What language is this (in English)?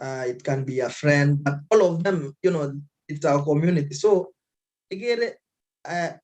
Kalenjin